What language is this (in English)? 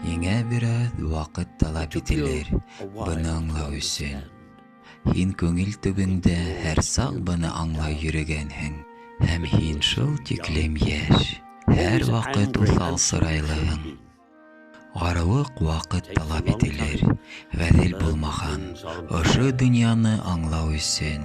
Bashkir